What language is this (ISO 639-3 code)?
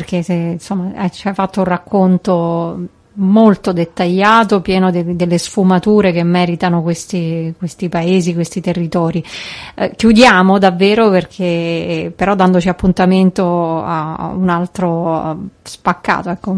ita